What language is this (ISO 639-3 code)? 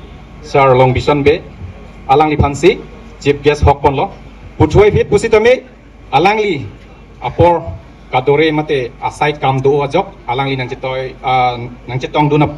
mjw